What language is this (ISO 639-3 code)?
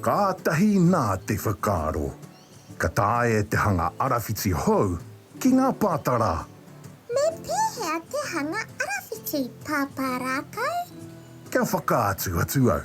mri